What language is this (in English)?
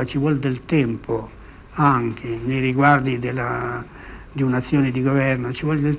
Italian